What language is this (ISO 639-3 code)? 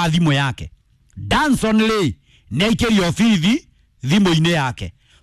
kik